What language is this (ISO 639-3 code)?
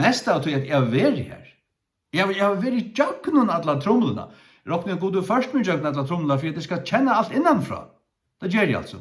fao